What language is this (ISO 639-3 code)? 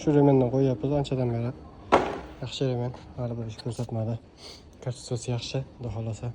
uzb